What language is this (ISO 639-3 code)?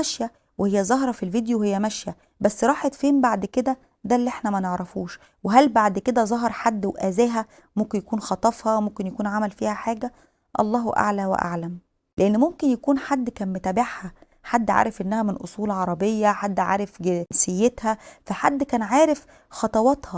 arz